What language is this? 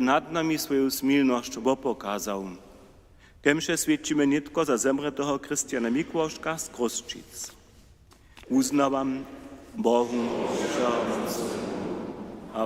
Upper Sorbian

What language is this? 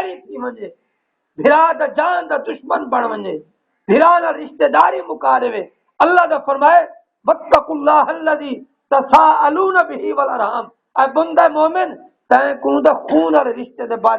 Saraiki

